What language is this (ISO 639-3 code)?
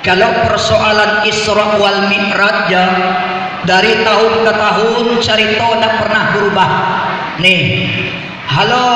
min